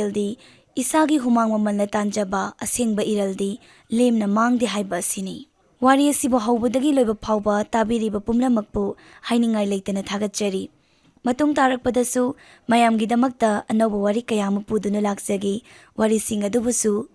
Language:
Manipuri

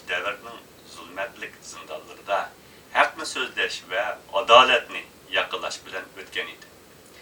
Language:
Uyghur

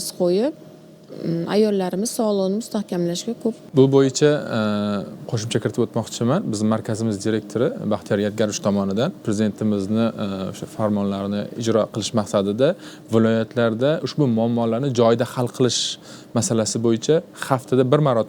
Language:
Uzbek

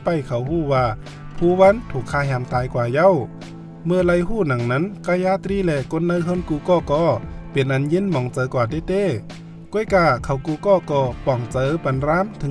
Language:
Shan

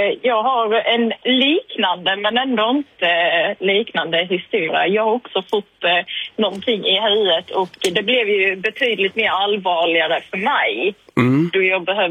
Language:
Swedish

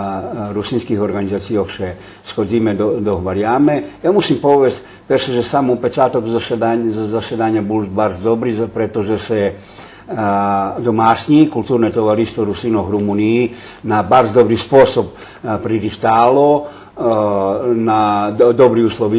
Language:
Rusyn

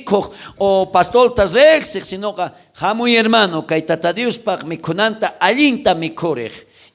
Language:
South Bolivian Quechua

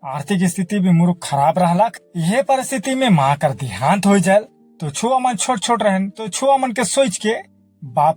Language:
Sadri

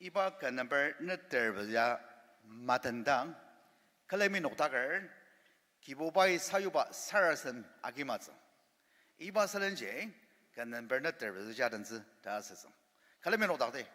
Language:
Ao Naga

